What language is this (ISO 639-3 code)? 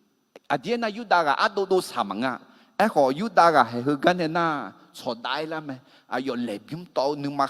ahk